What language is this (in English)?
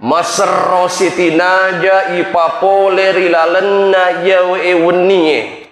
Buginese